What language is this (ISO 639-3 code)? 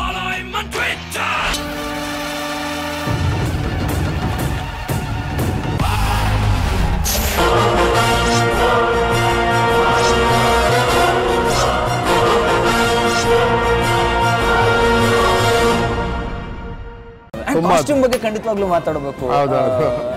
kan